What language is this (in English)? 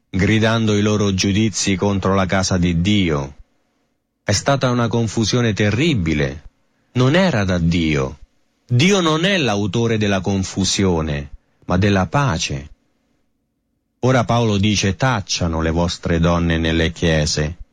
Italian